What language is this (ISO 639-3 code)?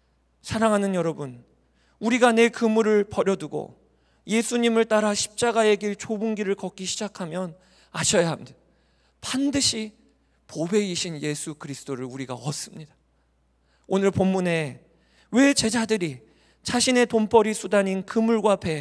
kor